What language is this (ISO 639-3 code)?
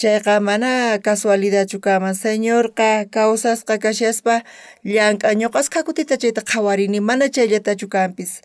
quh